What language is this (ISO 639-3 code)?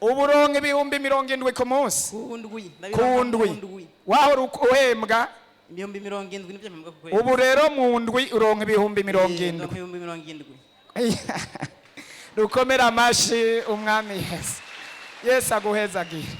run